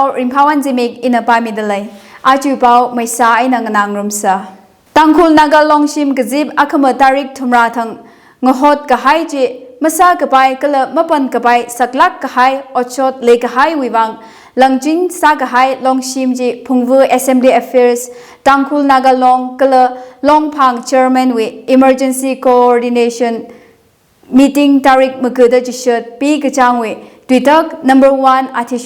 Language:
Tangkhul Naga (India)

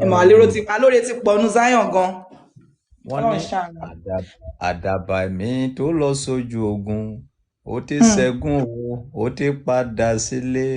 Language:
Yoruba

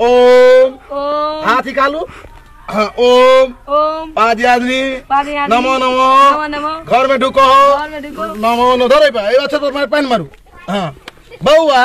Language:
Maithili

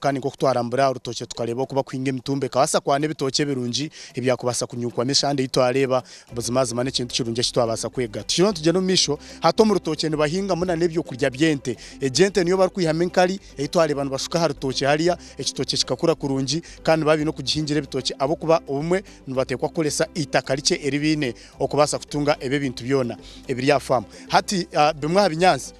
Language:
Nyankole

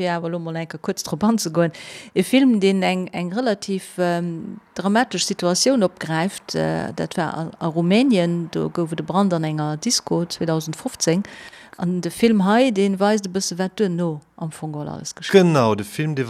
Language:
Luxembourgish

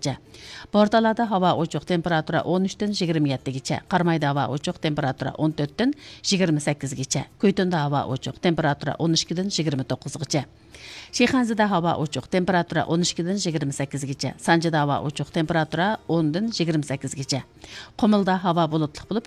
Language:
Uyghur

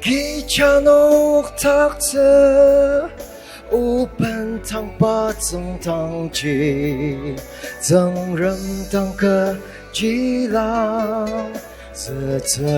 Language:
Ao Naga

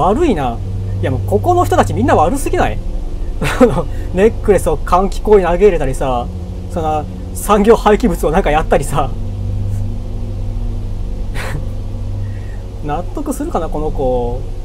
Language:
Japanese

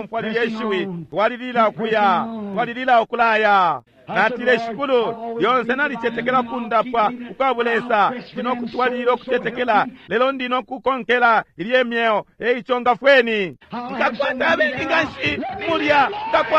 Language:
Bemba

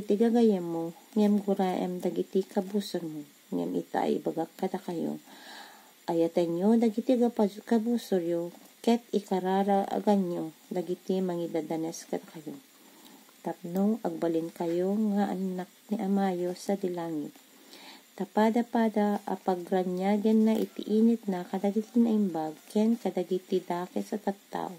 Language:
Iloko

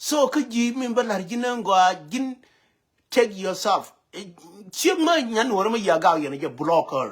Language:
Nuer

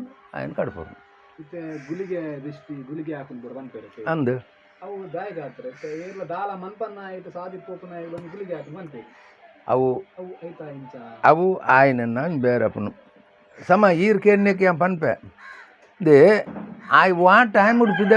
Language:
Tulu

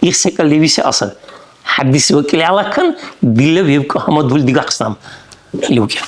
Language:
Dargwa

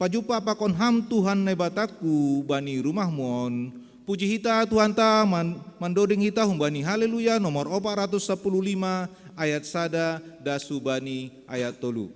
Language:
Batak Simalungun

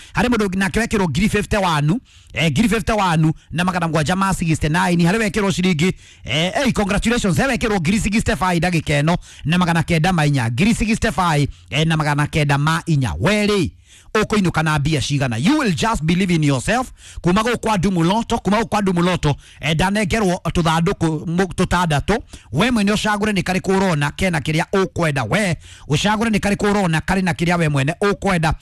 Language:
Kikuyu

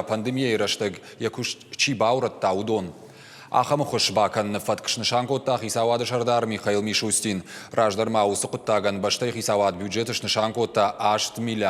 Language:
Ossetic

